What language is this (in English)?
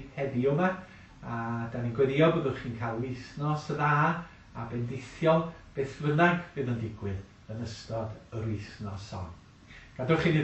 Welsh